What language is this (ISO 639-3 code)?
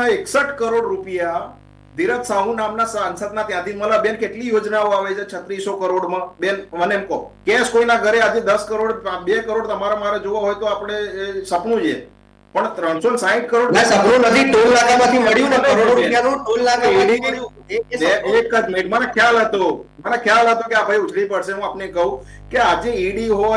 guj